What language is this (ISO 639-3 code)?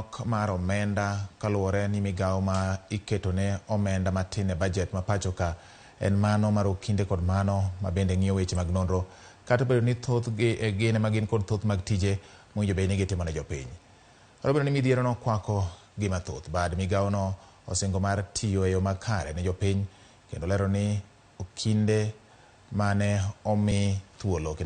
luo